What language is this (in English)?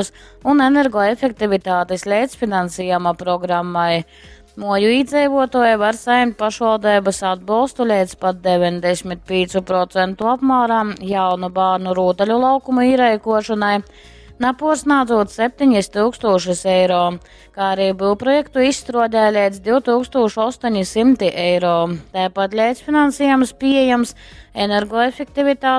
Latgalian